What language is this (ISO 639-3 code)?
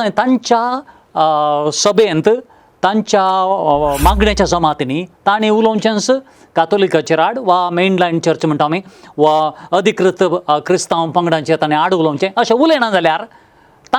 kok